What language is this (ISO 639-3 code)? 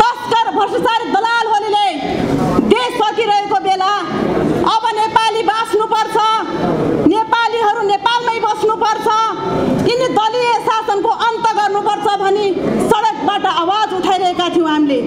nep